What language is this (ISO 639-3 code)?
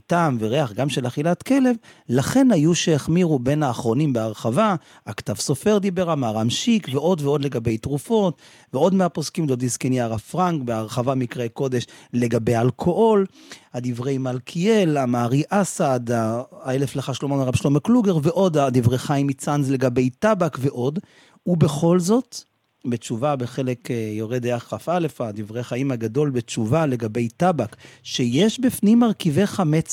heb